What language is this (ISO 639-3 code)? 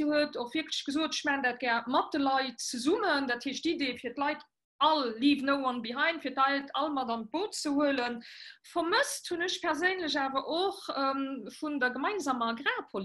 ltz